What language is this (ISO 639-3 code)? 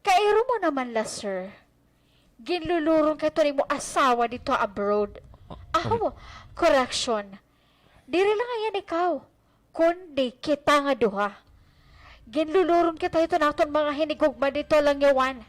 war